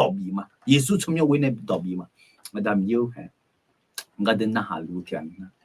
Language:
Akha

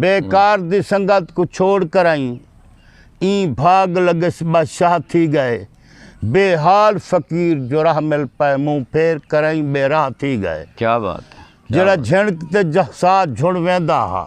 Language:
Saraiki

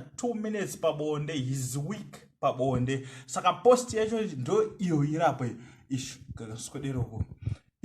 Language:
Shona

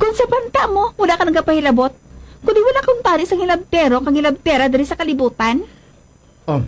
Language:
Hiligaynon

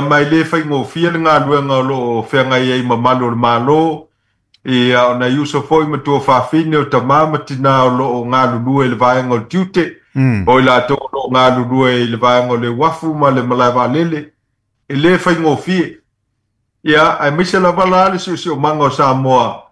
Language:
Samoan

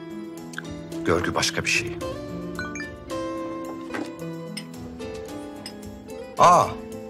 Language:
Turkish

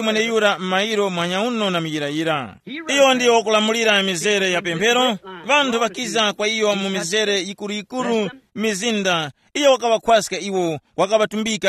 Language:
Tumbuka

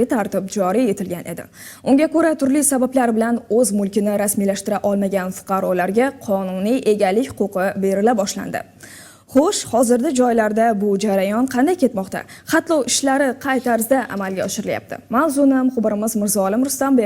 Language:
Uzbek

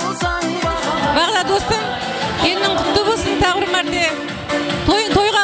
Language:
Kara-Kalpak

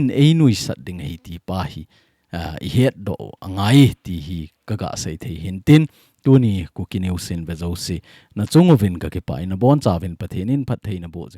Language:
Thado Chin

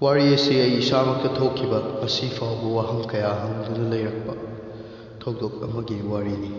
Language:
Manipuri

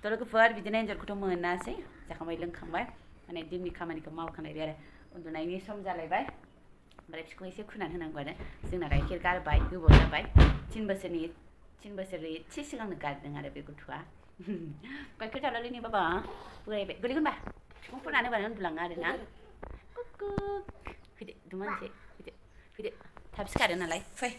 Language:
Bodo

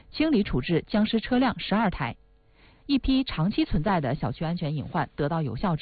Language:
Chinese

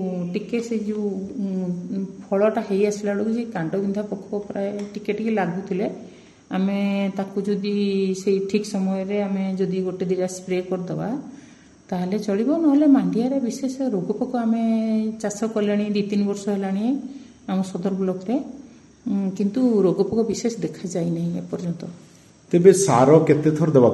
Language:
Odia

